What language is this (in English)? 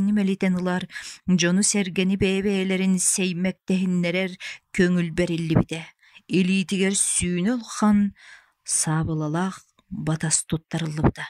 Yakut